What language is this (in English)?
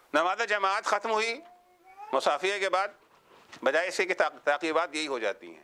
Urdu